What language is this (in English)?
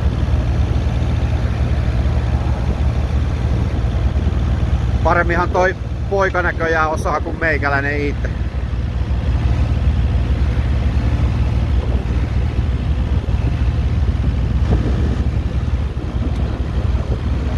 Finnish